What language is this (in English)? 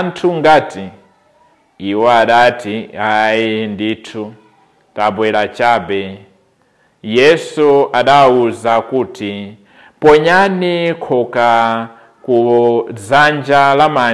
Nyanja